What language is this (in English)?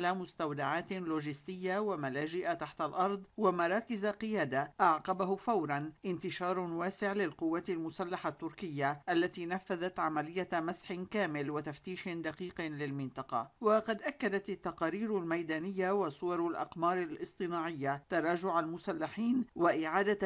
Arabic